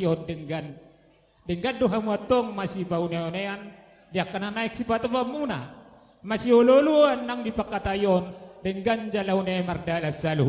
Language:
Batak Toba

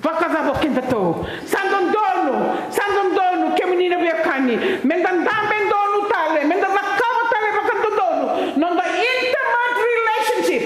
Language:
Fijian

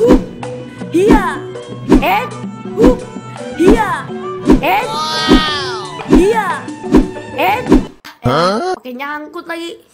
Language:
Betawi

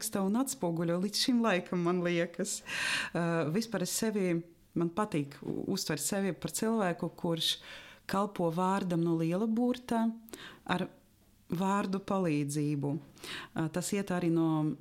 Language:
Latvian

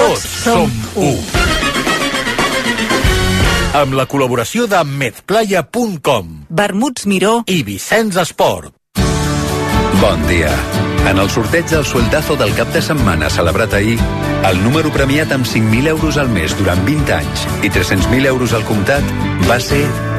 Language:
Catalan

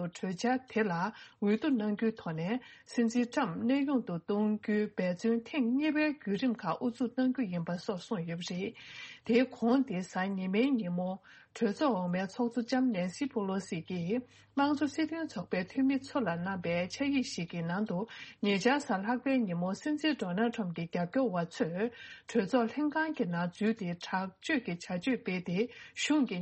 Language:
Tibetan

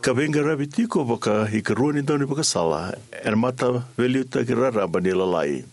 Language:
Fijian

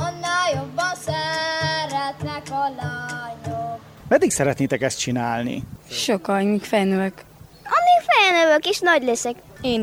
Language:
Hungarian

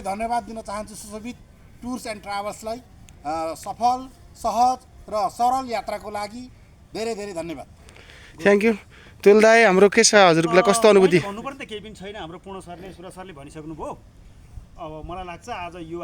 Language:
Nepali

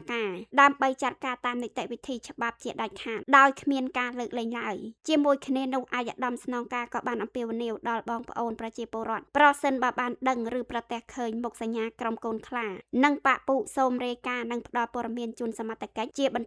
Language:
Khmer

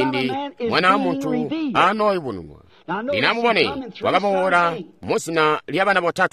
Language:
Tonga (Zambia)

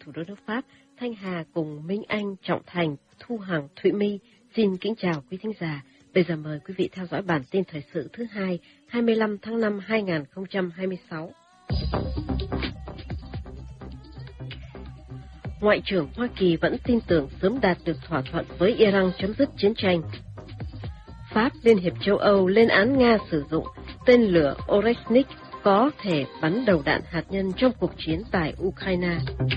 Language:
Vietnamese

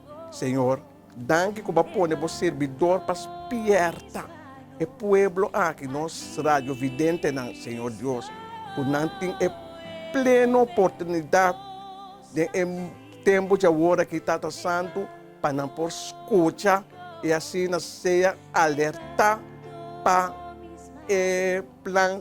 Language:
Papiamento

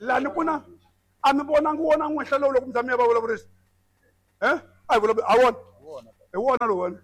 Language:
Tsonga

